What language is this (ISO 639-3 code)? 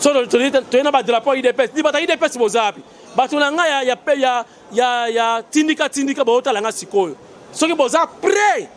lin